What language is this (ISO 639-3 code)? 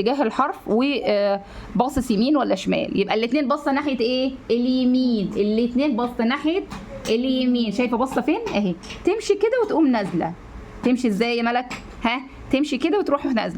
arz